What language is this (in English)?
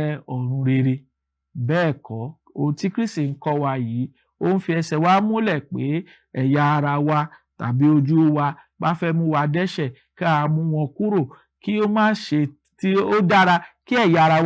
Yoruba